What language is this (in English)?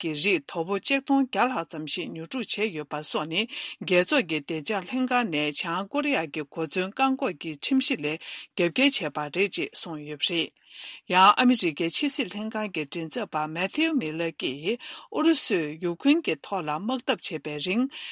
Tibetan